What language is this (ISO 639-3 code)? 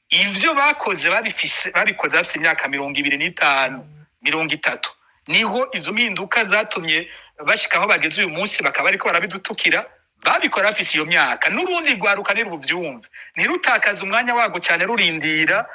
run